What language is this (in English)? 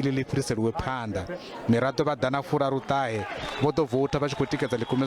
Venda